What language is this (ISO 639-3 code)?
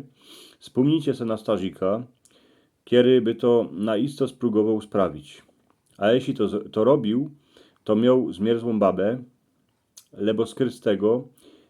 szl